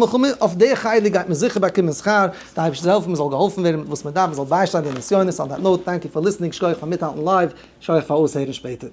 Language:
Yiddish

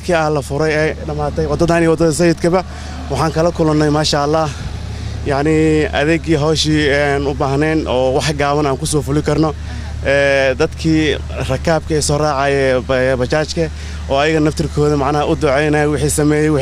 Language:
Somali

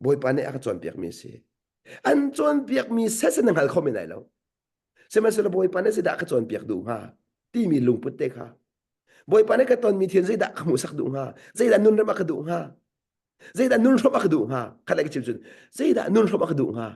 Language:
Hakha Chin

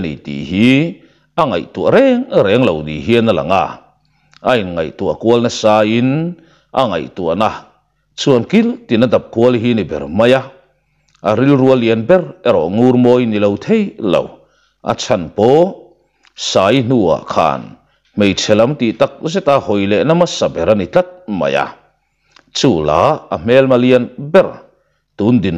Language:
Mizo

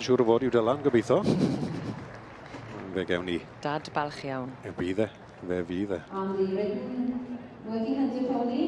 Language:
Welsh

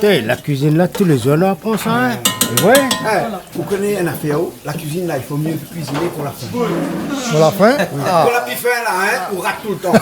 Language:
Réunion Creole French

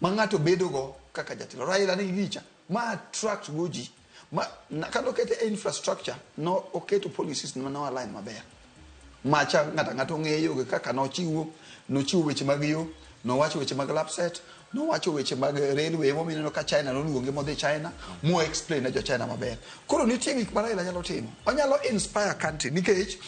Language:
Luo (Kenya and Tanzania)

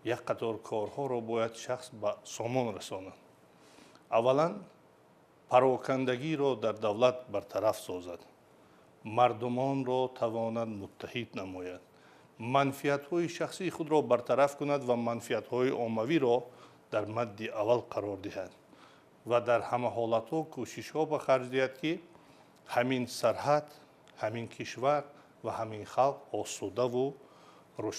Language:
Tajik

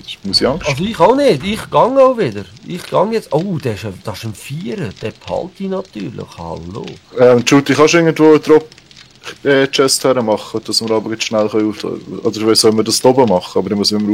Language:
Swiss German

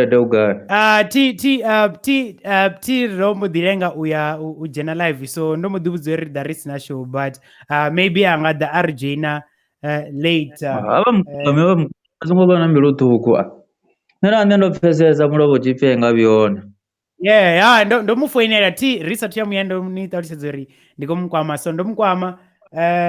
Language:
Venda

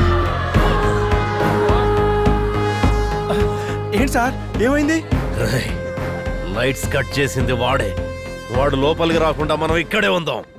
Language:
Telugu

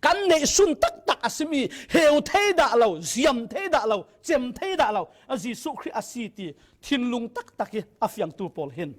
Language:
Falam Chin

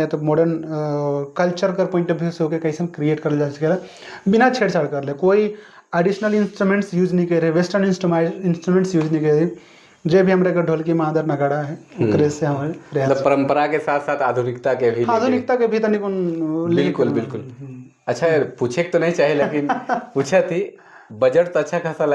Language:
Sadri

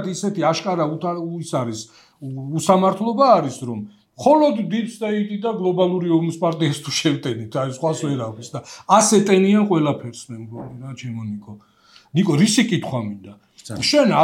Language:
Georgian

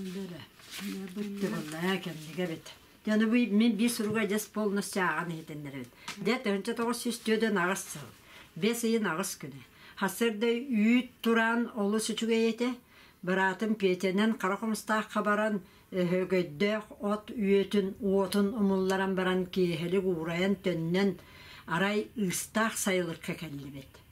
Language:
Yakut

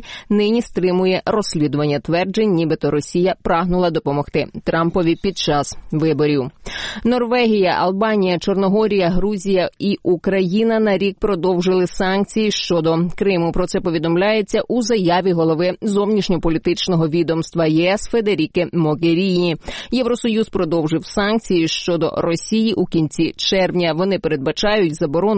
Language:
Ukrainian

